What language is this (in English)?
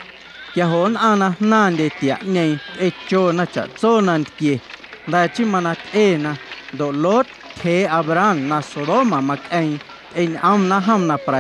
Guerrero Amuzgo